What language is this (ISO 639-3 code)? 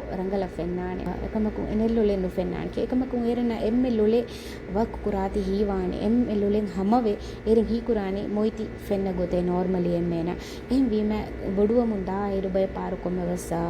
div